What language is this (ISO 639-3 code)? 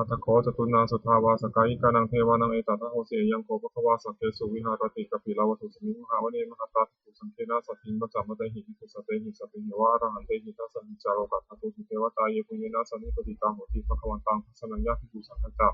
pli